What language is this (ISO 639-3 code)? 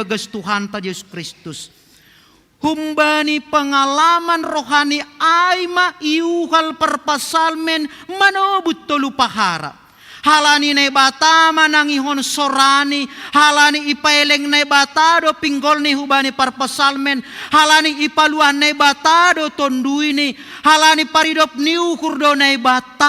bts